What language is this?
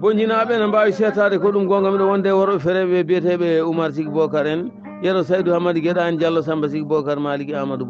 Fula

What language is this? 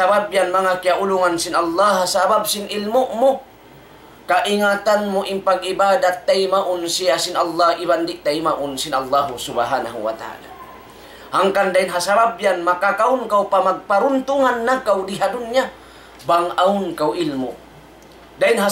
Tausug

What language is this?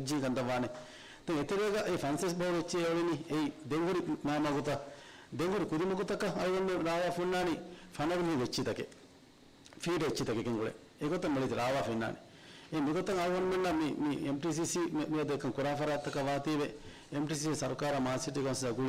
Divehi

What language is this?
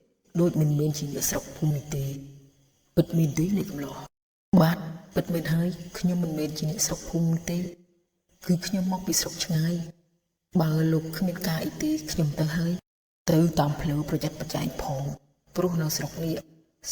Khmer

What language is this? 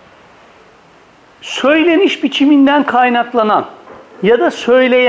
Turkish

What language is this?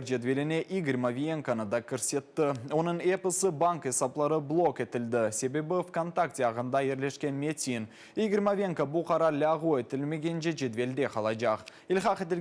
Crimean Tatar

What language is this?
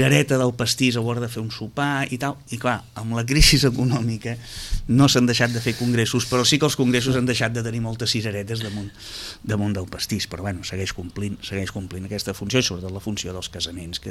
Catalan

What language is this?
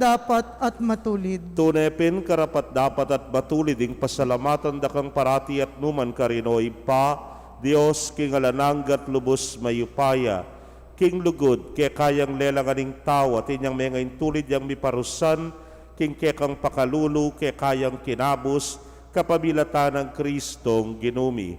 Pampanga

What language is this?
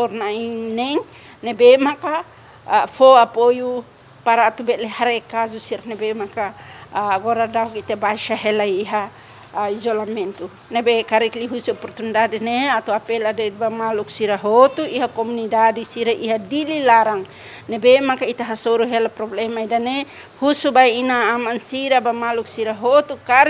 Tetum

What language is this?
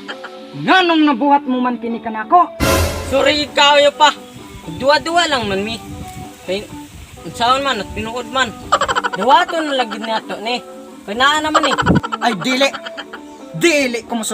Cebuano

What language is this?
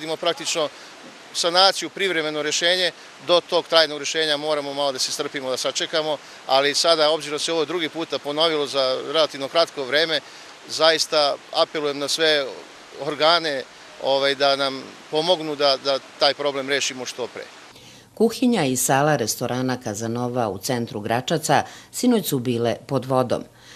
Serbian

